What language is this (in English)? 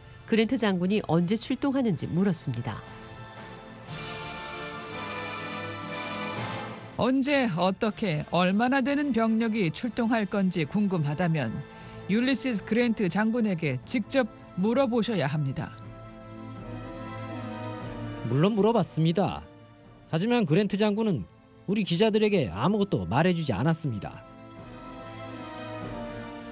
Korean